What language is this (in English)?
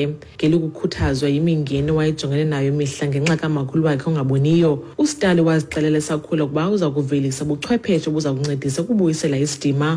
Xhosa